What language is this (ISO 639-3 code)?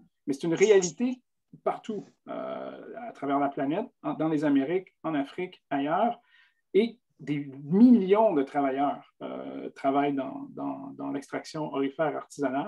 fra